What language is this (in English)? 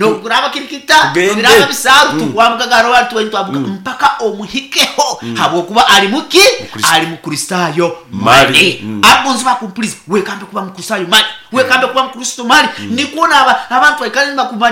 Nyankole